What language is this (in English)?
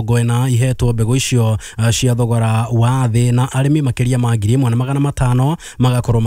Kikuyu